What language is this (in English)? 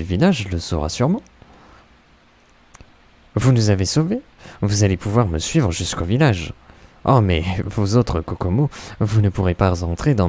French